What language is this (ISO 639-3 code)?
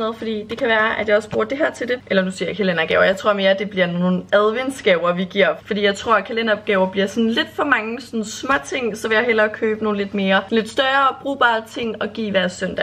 dan